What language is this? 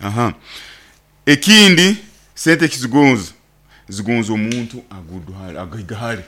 Nyoro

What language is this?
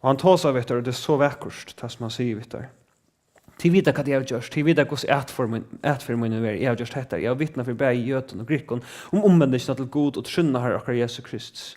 Faroese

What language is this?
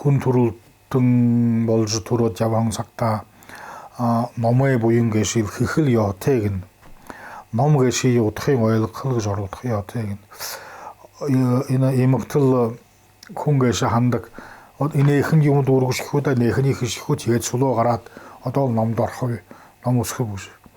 Buriat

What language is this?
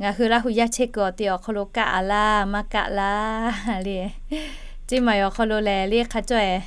Lahu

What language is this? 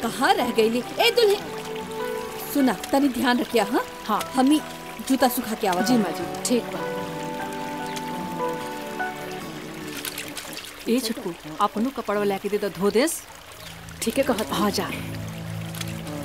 Bhojpuri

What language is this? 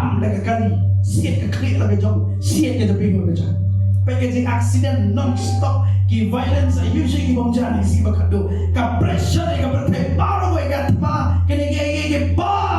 Khasi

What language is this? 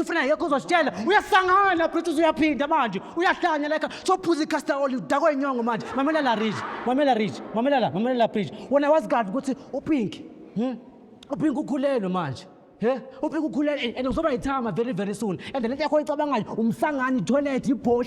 Zulu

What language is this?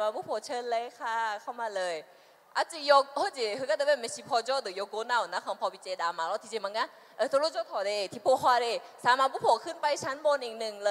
Akha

